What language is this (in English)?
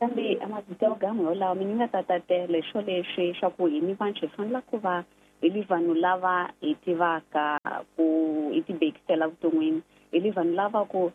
Tsonga